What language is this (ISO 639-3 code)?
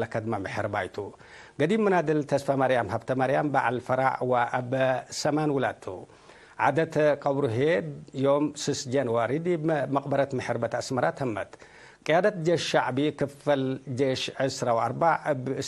tig